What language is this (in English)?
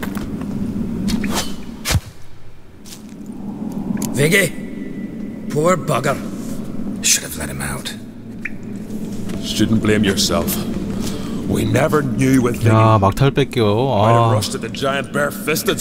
Korean